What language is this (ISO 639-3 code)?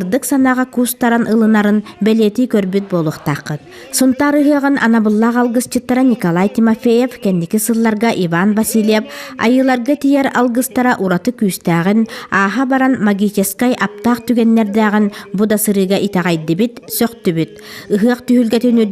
sah